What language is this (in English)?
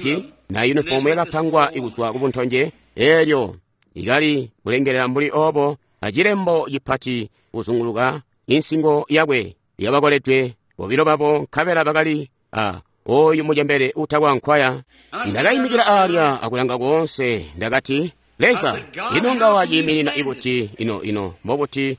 Tonga (Zambia)